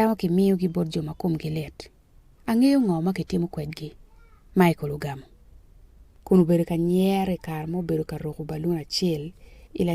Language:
Acoli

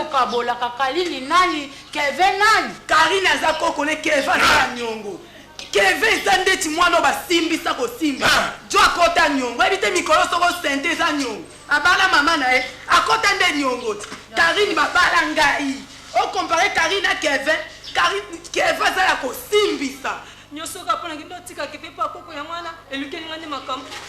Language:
Lingala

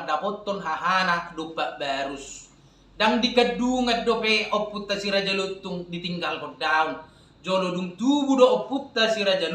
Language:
Batak Toba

